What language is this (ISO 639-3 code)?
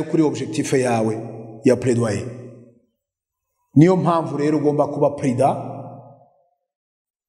kin